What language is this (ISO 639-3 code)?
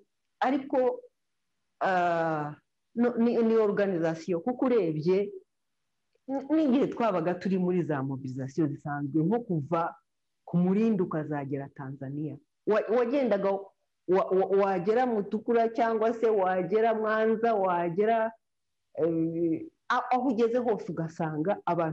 kin